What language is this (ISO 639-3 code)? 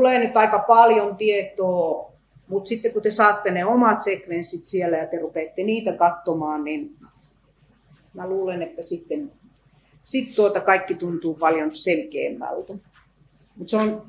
fin